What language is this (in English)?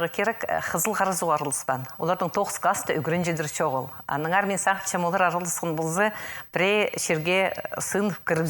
Khakas